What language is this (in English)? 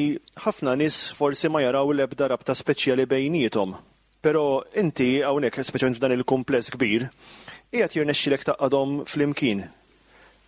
Maltese